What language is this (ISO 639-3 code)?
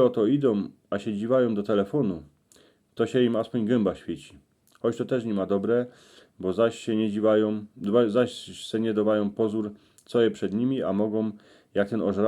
szl